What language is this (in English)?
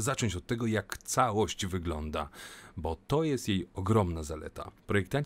Polish